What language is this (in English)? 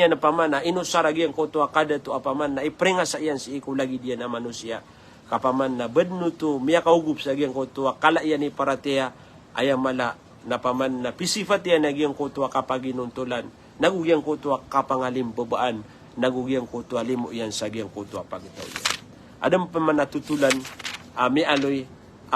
Maranao